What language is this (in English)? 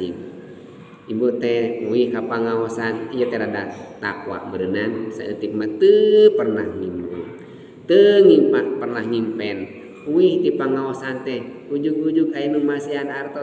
Sundanese